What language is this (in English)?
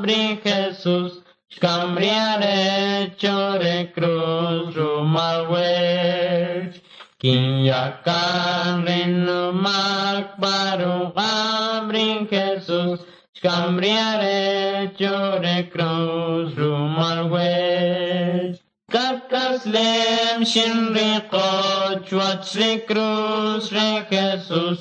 Kʼicheʼ